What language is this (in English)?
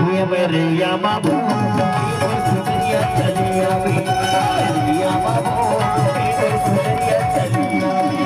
Chhattisgarhi